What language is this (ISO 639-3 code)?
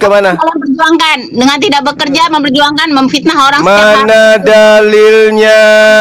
ind